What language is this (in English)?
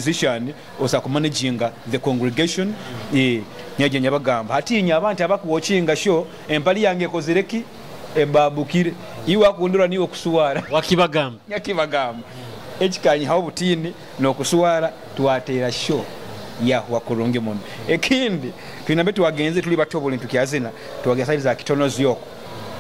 Nyoro